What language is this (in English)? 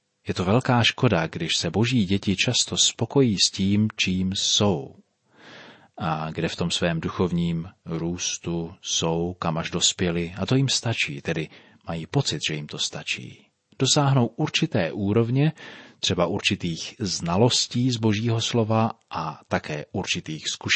Czech